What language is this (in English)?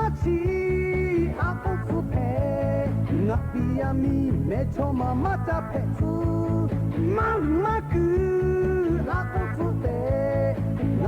Lahu